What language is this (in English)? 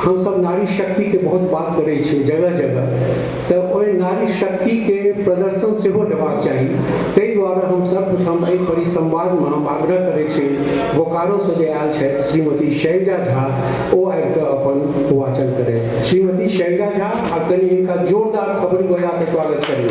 Maithili